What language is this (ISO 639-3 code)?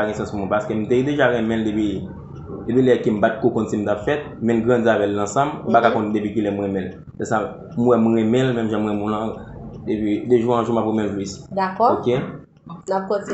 hat